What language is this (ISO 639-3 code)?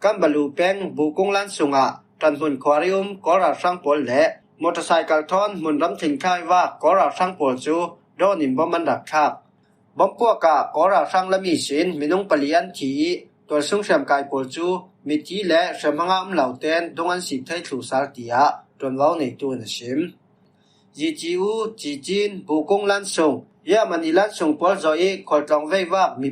cfm